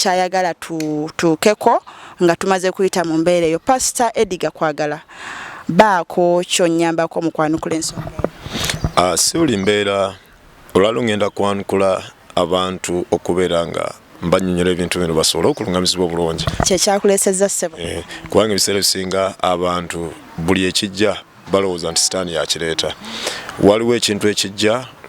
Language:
Ganda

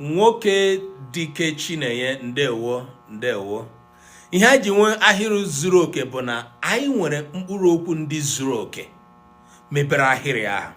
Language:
Igbo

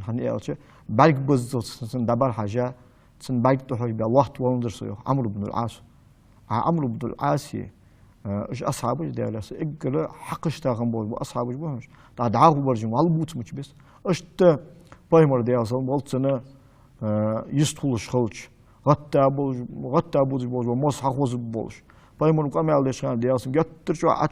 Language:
Ingush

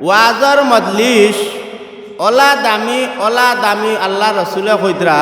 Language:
Sylheti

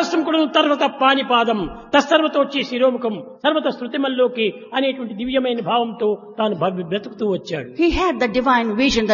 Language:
Telugu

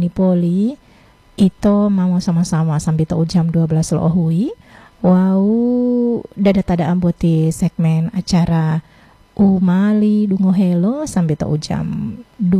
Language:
Gorontalo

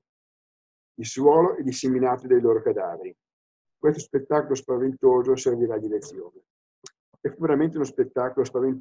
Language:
Italian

